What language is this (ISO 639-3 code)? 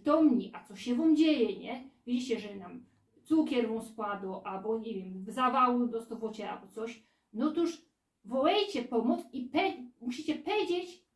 szl